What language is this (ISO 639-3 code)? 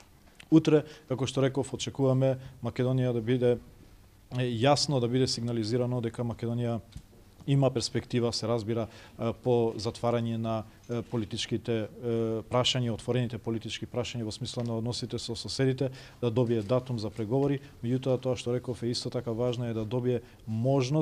mkd